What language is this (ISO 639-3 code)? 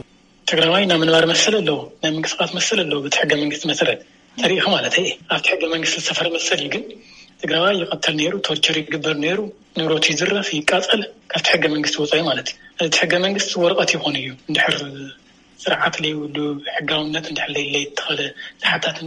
tir